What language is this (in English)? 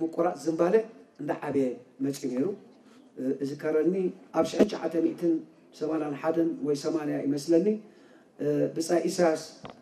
Tigrinya